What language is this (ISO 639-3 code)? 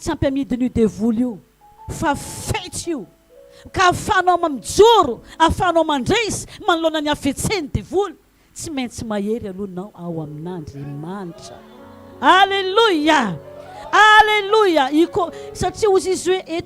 mlg